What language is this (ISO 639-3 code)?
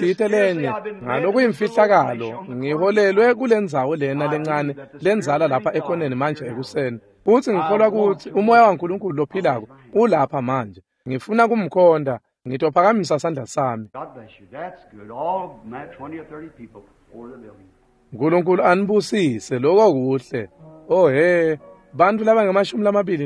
ssw